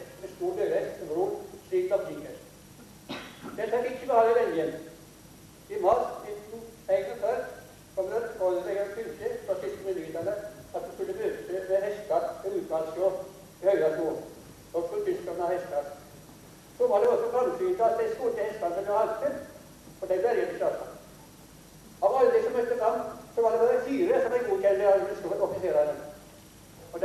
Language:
Norwegian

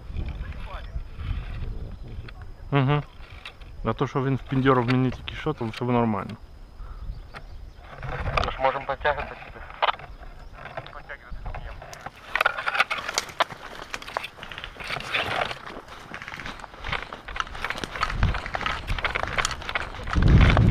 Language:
Ukrainian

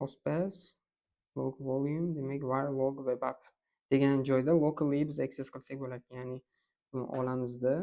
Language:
Uzbek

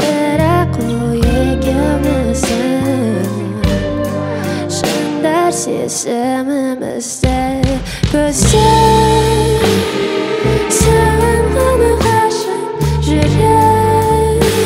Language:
Kazakh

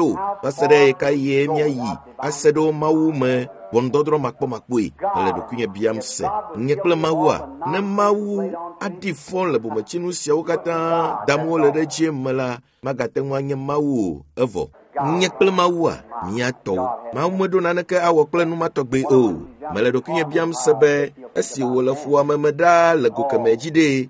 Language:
Ewe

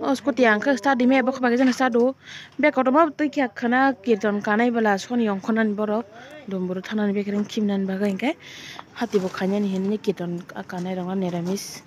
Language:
Kok Borok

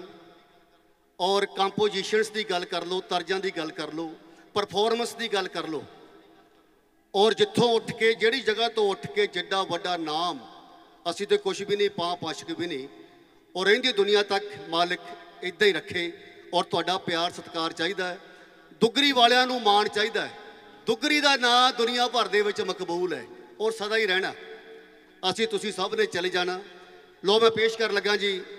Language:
Punjabi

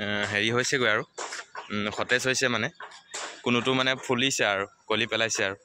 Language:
Assamese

